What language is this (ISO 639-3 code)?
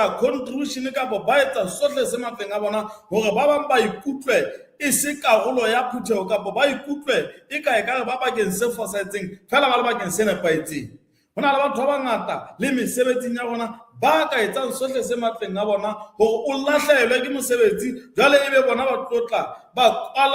sot